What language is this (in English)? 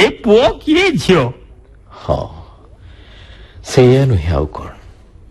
Odia